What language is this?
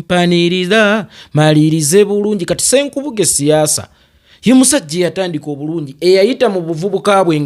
Ganda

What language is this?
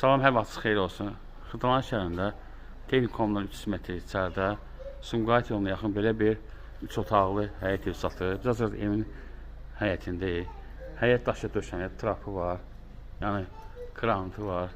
Azerbaijani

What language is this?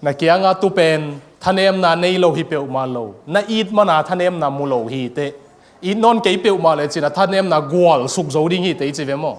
Tedim Chin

